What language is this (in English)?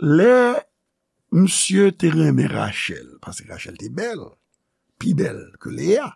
Haitian Creole